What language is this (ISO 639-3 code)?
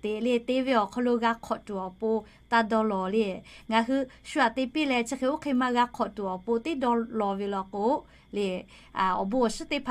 lhu